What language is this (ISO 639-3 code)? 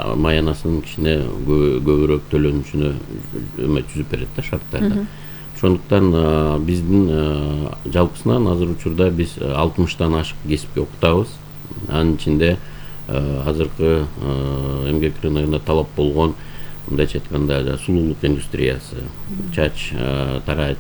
kir